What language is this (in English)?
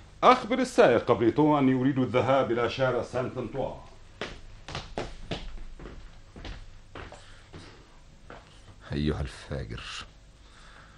Arabic